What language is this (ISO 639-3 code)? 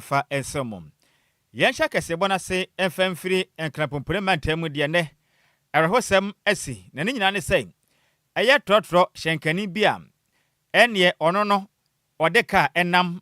aka